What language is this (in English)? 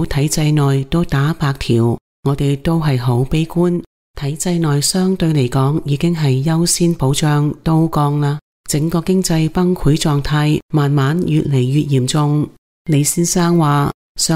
Cantonese